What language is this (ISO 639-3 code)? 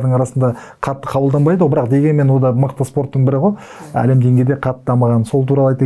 kaz